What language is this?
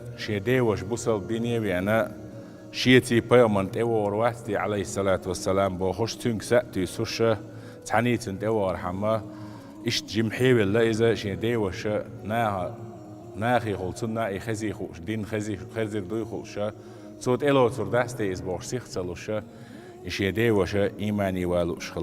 Chechen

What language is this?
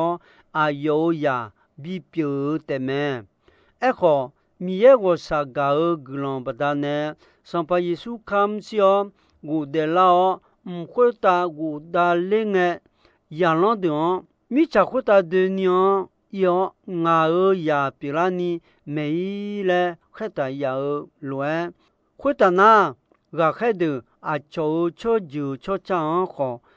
Akha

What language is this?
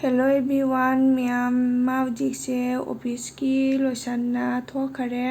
Manipuri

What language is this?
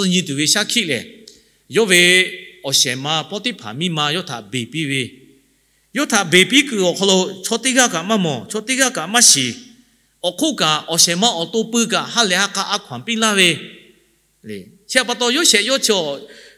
Lahu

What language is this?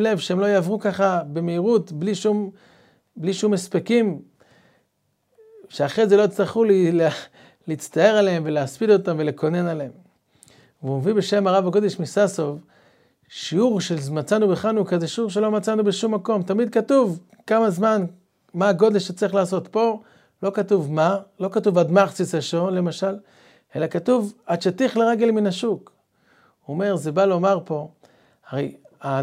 Hebrew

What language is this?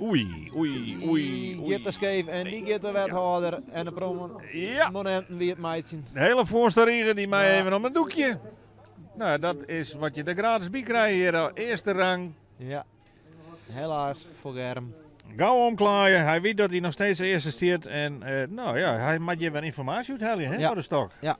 Western Frisian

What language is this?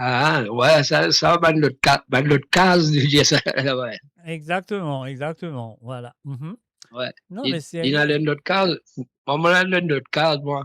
Morisyen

